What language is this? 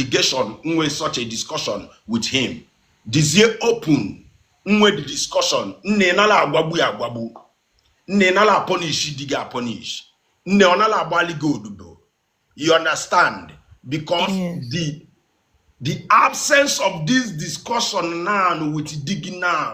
Igbo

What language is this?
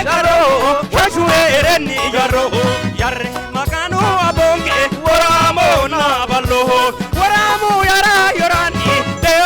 Sidamo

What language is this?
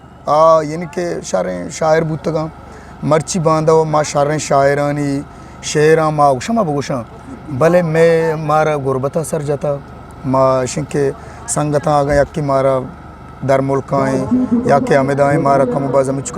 Eastern Balochi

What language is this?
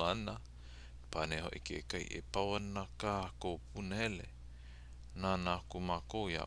Hawaiian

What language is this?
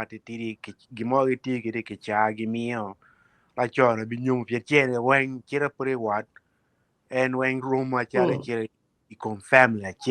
Acoli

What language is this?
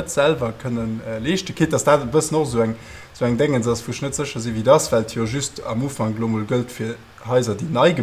Luxembourgish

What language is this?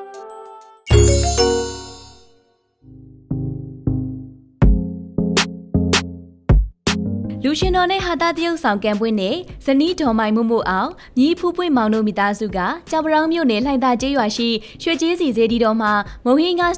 Burmese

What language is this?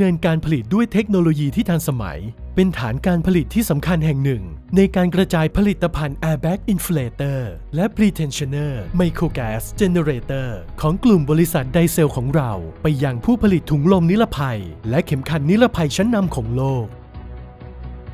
Thai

